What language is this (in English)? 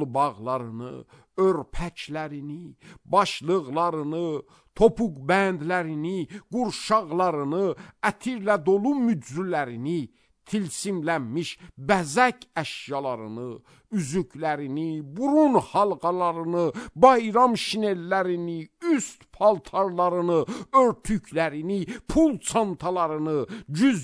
Azerbaijani